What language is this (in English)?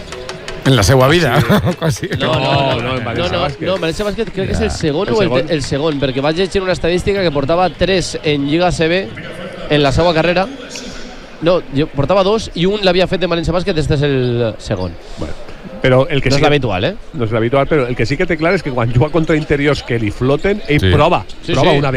Catalan